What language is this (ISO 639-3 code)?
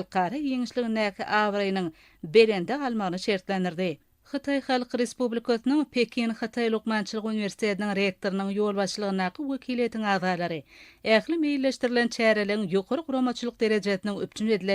tuk